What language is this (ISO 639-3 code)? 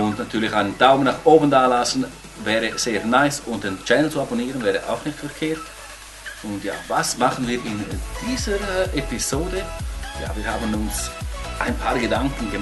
gsw